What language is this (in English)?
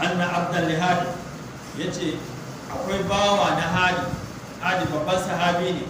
Hausa